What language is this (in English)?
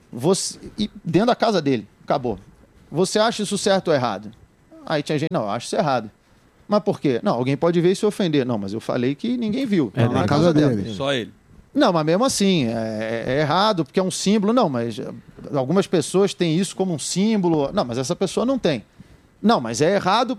Portuguese